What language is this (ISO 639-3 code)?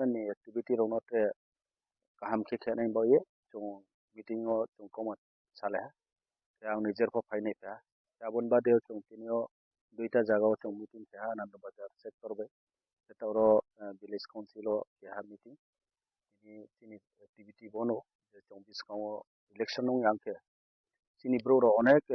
trp